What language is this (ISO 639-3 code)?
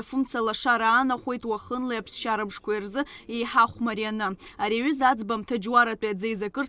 abk